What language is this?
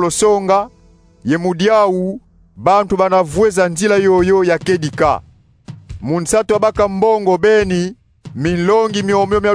Kongo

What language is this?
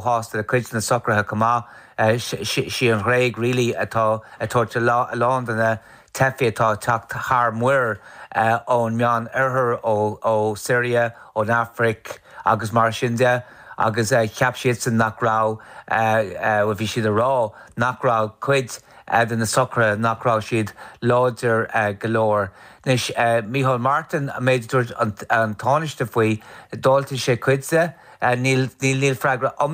Irish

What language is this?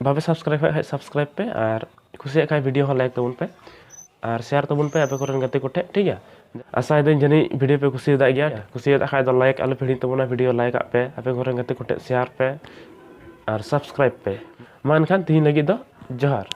Santali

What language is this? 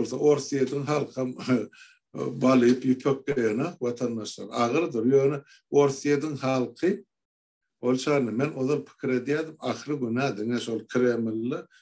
Turkmen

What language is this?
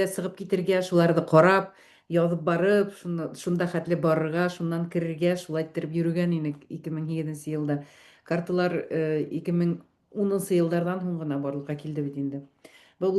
Bashkir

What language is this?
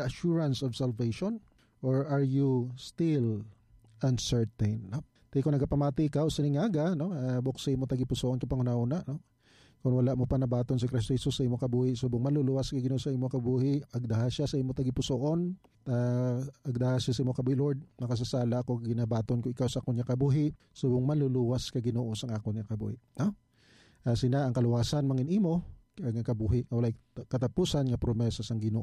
Hiligaynon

